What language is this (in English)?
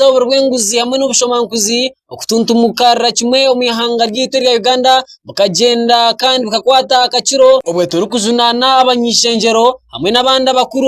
Nyankole